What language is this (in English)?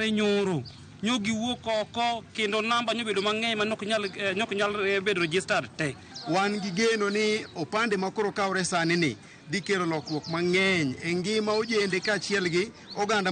Luo (Kenya and Tanzania)